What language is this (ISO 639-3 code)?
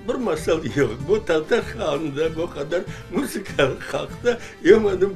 crh